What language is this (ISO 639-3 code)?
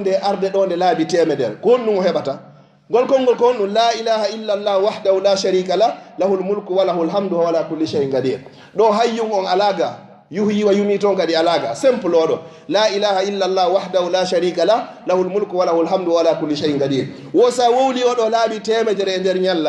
ful